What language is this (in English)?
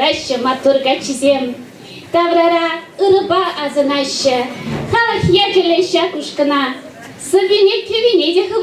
Chuvash